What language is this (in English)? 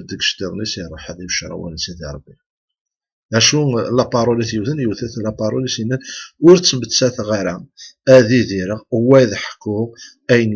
Kabyle